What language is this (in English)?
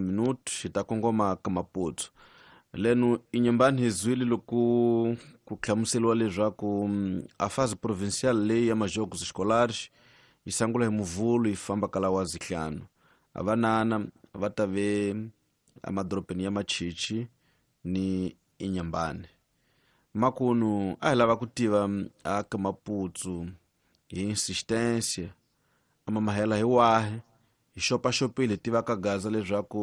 Tsonga